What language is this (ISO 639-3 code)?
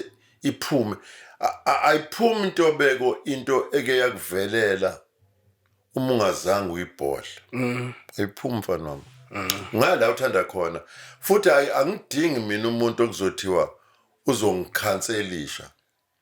zul